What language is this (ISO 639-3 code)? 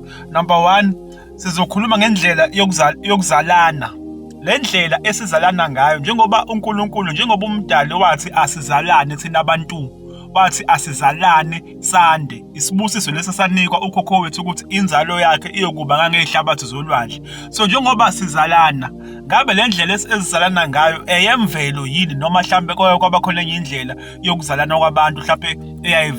zul